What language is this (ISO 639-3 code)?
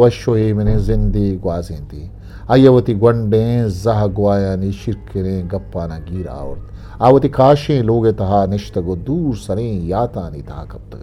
bgp